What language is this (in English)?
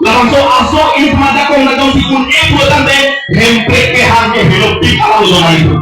Karbi